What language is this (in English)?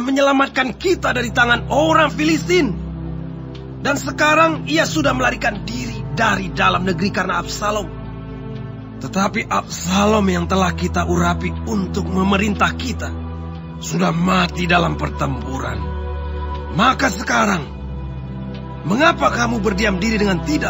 Indonesian